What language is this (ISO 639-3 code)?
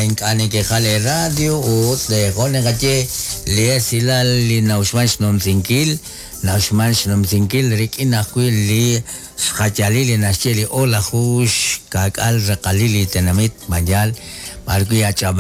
kek